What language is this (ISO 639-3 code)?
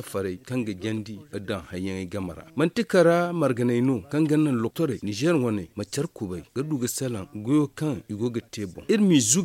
dje